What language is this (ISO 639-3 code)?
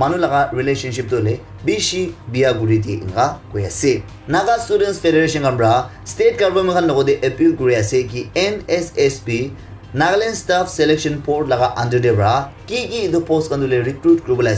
nag